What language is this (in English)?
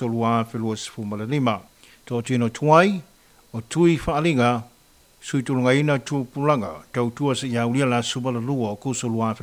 Samoan